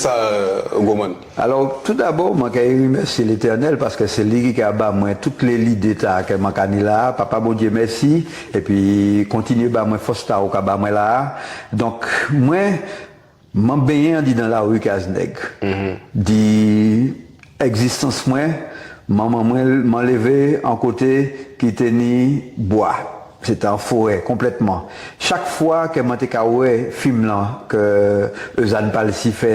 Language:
Guadeloupean Creole French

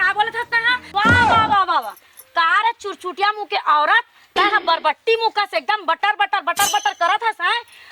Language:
Chhattisgarhi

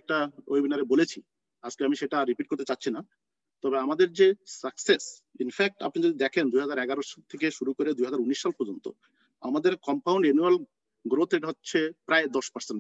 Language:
Bangla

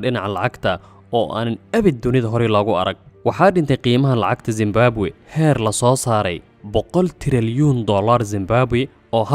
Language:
Somali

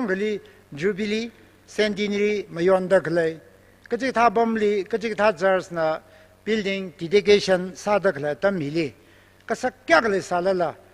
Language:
Tangkhul Naga (India)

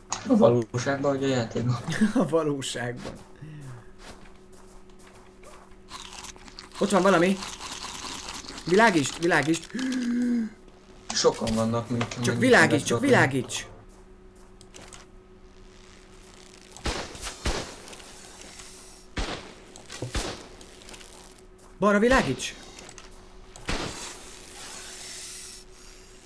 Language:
Hungarian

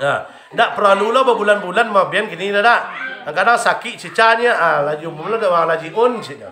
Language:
Minangkabau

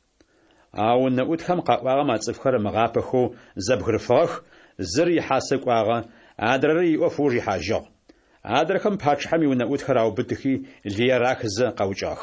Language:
Adyghe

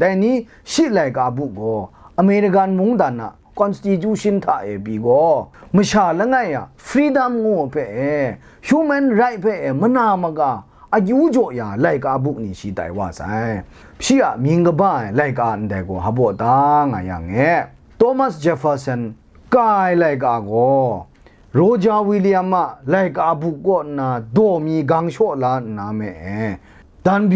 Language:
Kachin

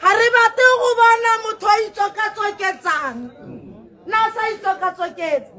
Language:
Tswana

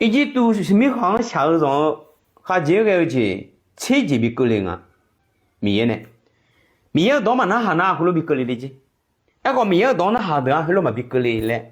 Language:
Akha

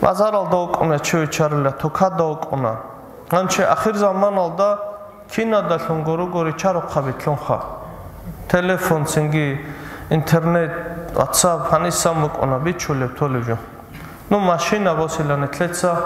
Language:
Avaric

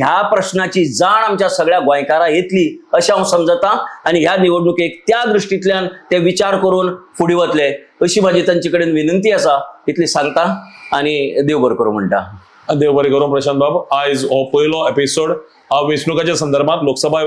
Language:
Konkani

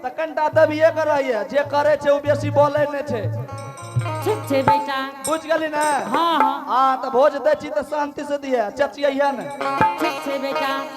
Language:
Angika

